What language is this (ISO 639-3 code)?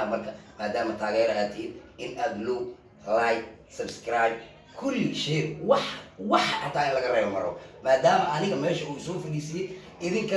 som